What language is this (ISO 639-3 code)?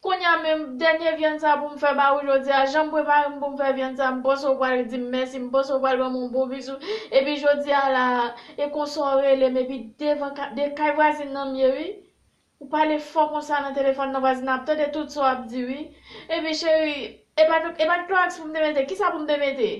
hat